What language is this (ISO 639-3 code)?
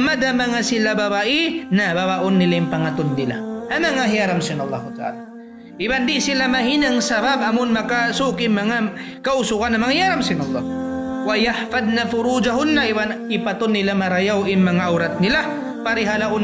tsg